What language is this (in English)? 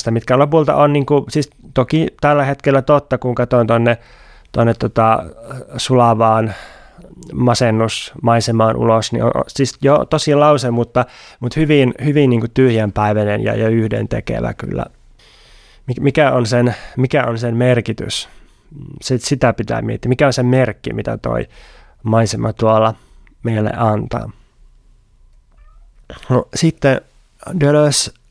Finnish